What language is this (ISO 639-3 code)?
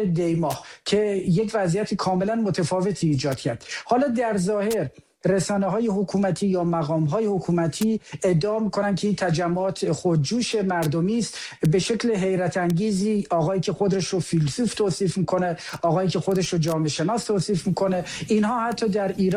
fas